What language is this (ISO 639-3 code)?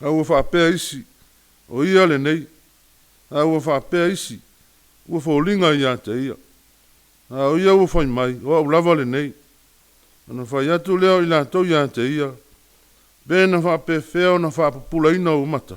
smo